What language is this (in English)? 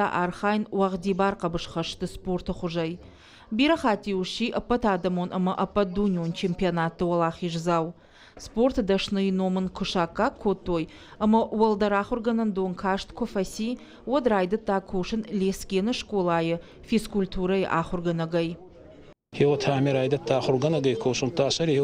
Ossetic